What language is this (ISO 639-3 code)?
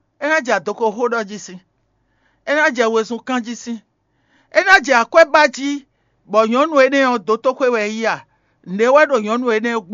fon